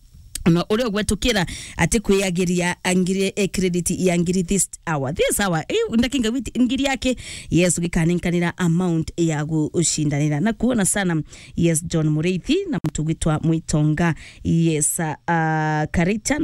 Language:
Meru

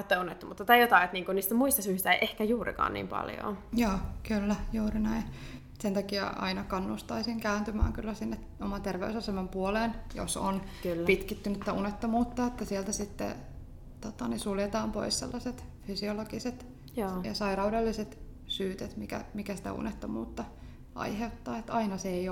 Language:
Finnish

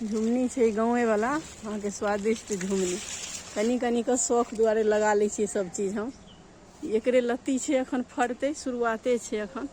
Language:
Maithili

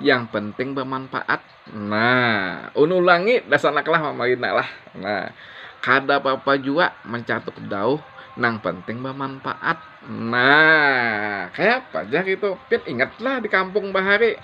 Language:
Banjar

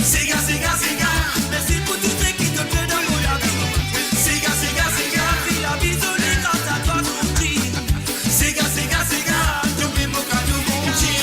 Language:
Morisyen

